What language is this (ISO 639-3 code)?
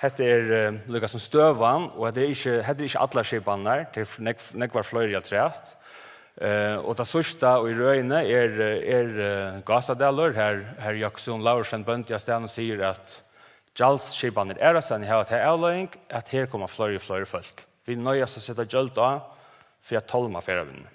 fao